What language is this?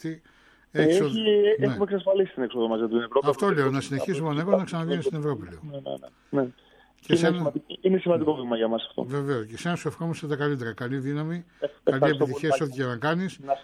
Greek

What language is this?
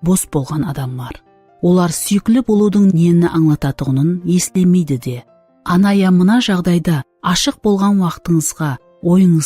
Kara-Kalpak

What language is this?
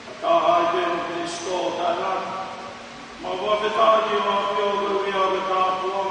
Tongan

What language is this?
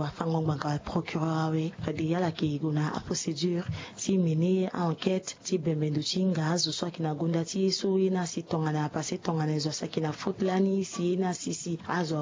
Sango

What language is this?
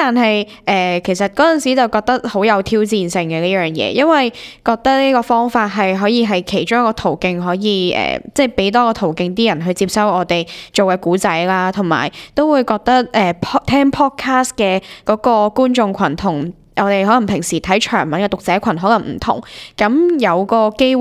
Cantonese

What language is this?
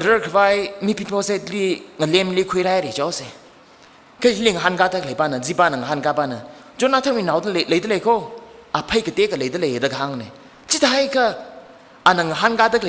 Tangkhul Naga (India)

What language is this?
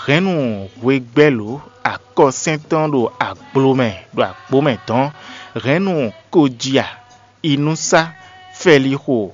Fon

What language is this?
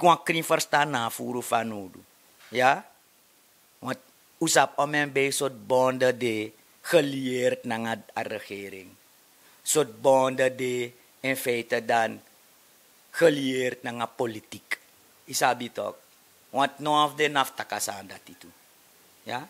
Sranan Tongo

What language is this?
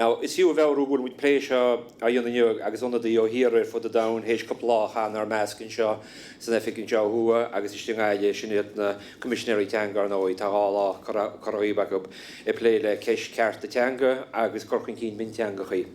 Irish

